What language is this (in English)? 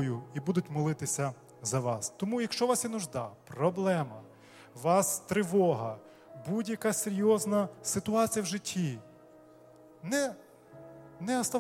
Ukrainian